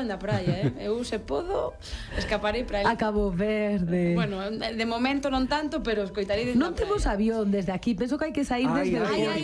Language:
Galician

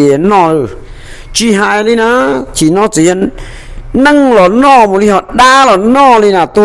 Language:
Hmong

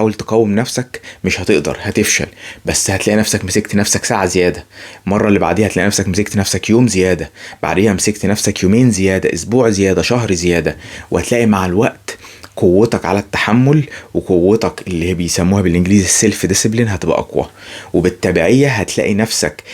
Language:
Egyptian Arabic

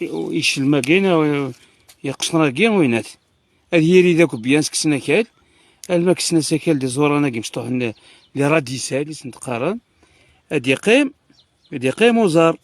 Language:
Kabyle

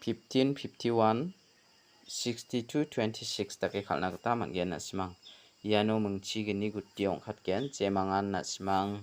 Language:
Garo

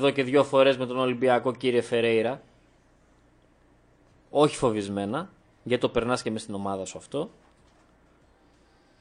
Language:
Greek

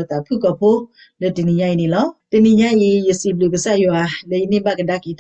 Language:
S'gaw Karen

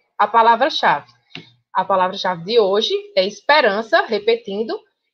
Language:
Portuguese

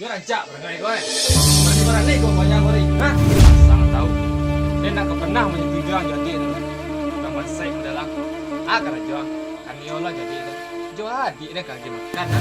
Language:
Minangkabau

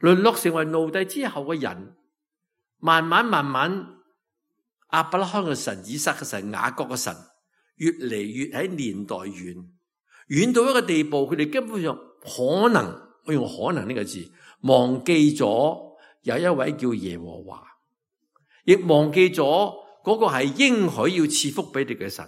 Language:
Cantonese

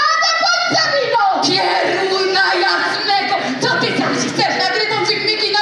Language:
Silesian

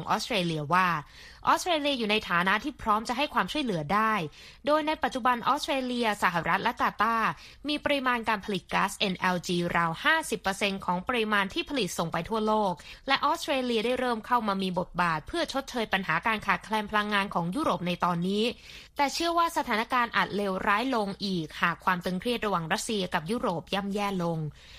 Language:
Thai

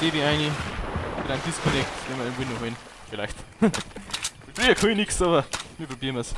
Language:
Bavarian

